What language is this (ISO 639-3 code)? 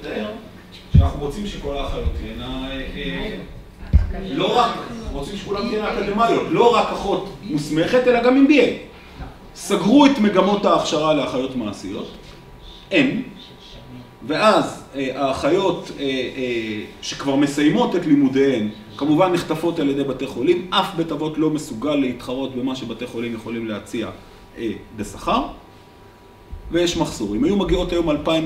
heb